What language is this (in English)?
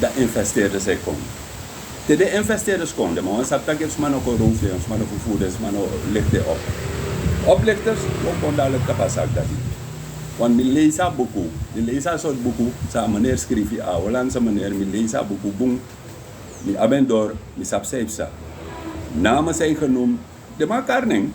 Sranan Tongo